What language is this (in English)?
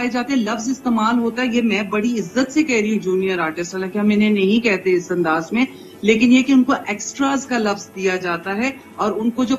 Urdu